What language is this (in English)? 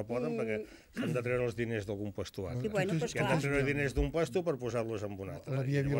Catalan